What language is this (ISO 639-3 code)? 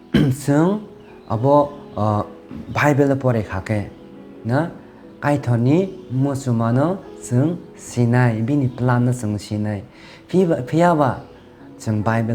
trp